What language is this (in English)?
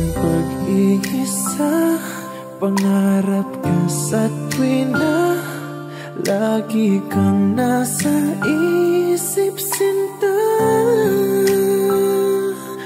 Filipino